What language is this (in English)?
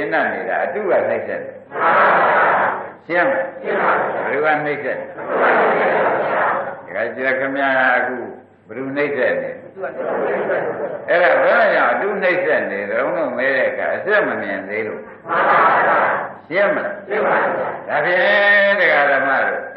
Burmese